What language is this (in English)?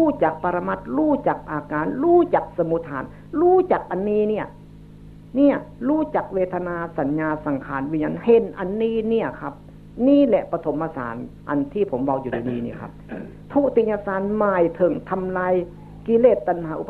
Northeastern Thai